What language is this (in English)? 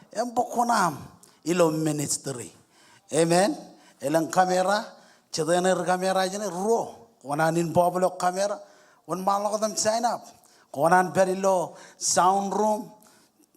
Marshallese